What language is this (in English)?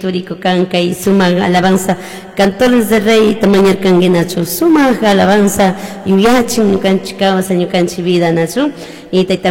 Chimborazo Highland Quichua